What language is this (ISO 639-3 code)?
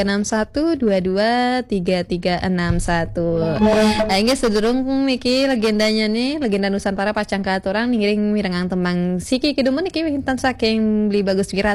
ban